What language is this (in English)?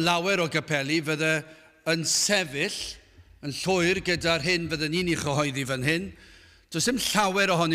Welsh